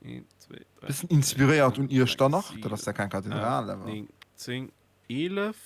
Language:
Luxembourgish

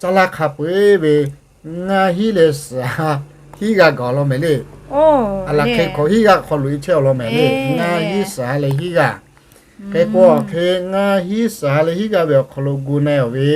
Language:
Lahu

